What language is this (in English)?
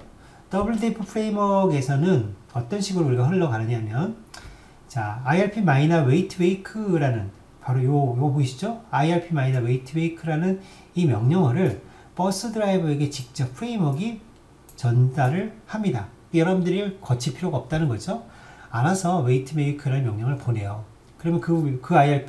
Korean